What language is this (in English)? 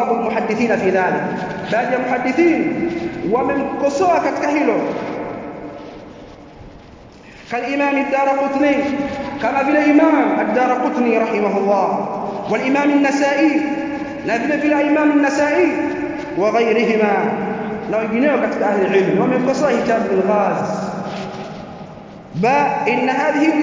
Swahili